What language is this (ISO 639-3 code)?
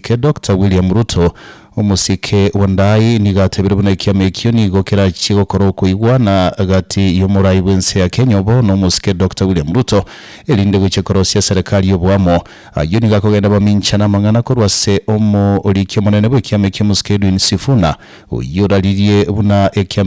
guz